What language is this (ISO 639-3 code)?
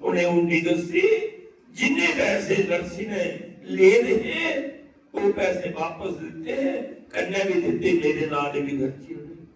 doi